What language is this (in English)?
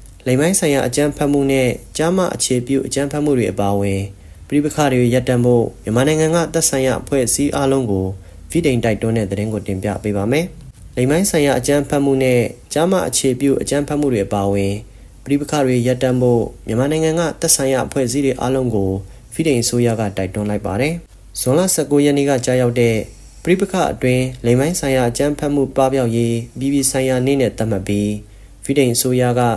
Burmese